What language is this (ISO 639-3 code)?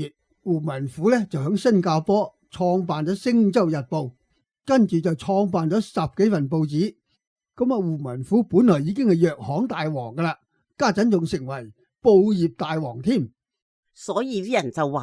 yue